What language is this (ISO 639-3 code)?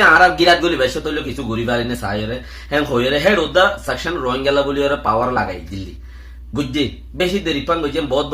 rhg